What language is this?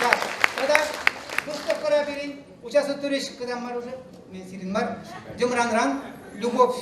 Chuvash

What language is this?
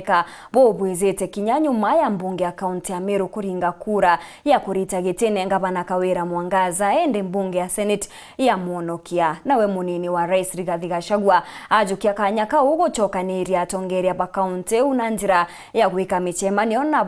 Meru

